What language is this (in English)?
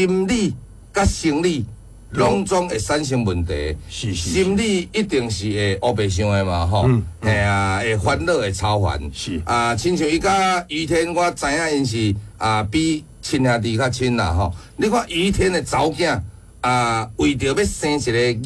Min Nan Chinese